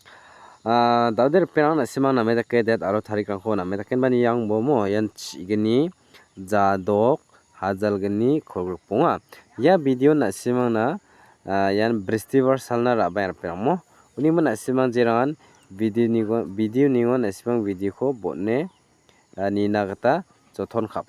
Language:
Garo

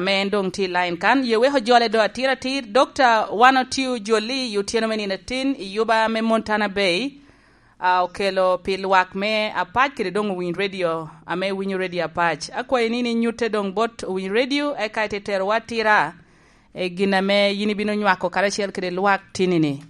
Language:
Lango (Uganda)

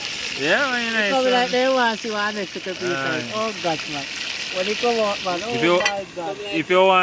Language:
Jamaican Creole English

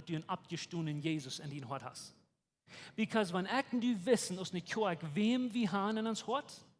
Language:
Plautdietsch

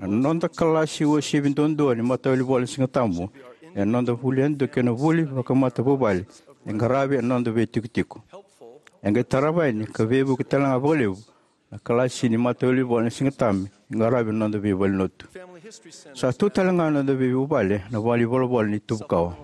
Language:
Fijian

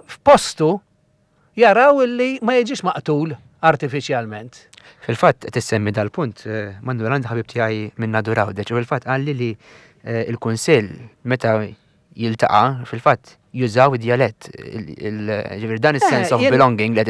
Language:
Maltese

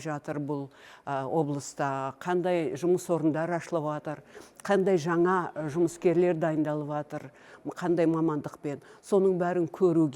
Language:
Kazakh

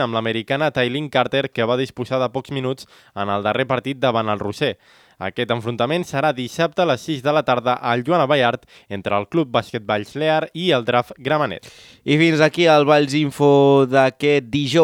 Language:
Catalan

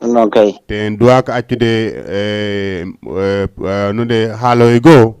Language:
Fula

